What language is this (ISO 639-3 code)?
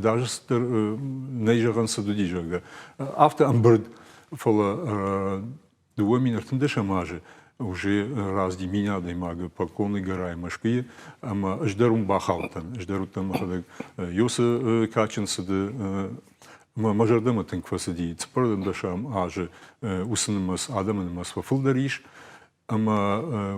oss